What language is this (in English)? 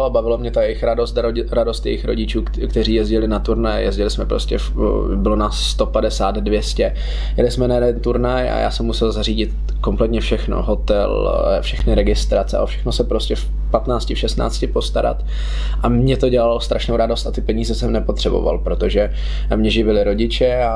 Czech